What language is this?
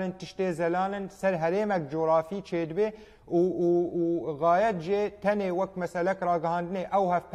Kurdish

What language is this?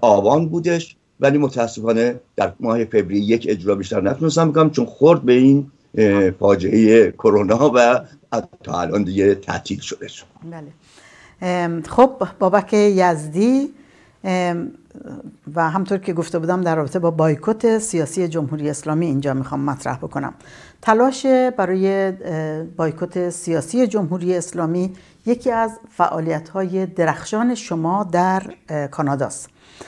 Persian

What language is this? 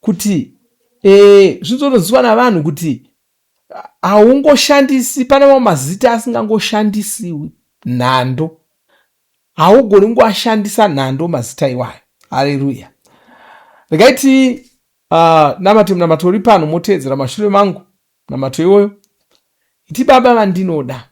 Shona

